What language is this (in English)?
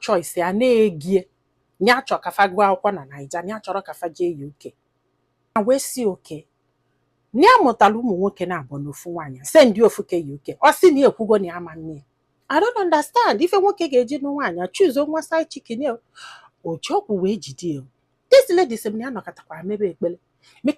Igbo